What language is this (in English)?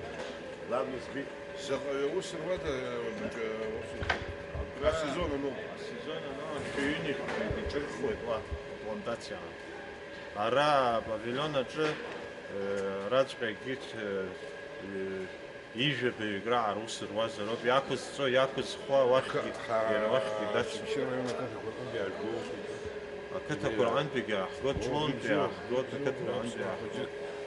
Abkhazian